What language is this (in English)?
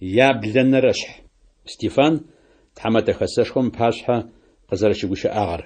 Adyghe